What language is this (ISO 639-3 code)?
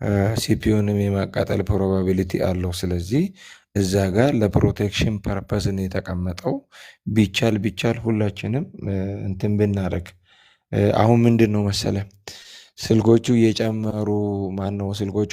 amh